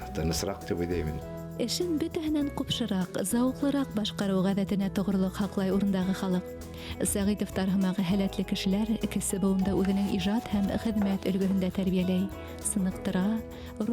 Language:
Bashkir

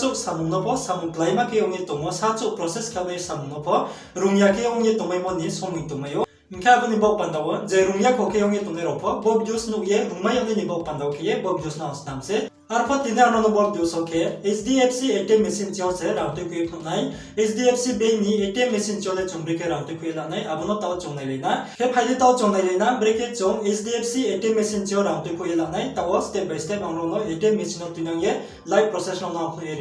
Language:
Riang (India)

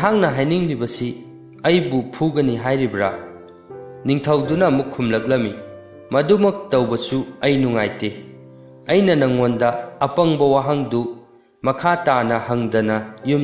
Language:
Manipuri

